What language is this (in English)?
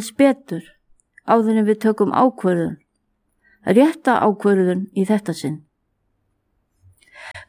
Icelandic